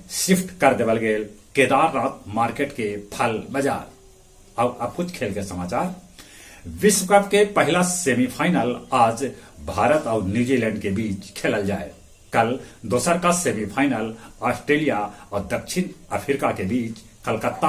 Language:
Magahi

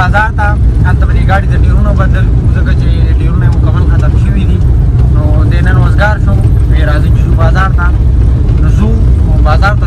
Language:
Pashto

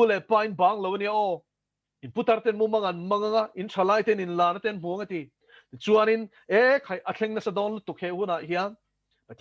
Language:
Mizo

